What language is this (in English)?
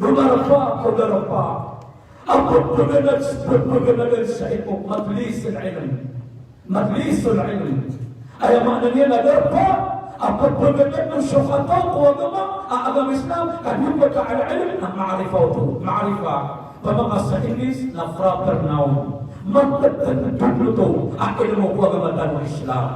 Maranao